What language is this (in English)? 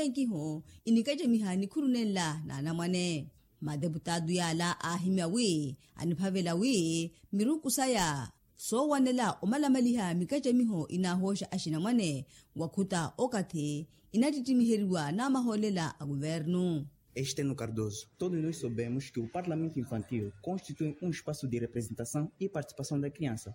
Makhuwa